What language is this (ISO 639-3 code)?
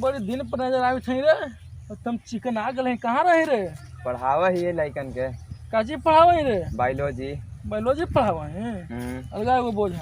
mag